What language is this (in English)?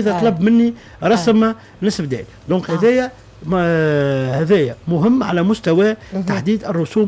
Tunisian Arabic